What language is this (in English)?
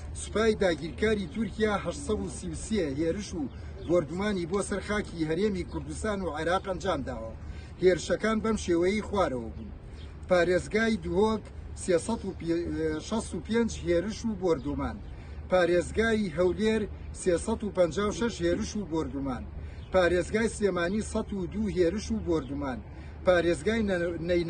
Central Kurdish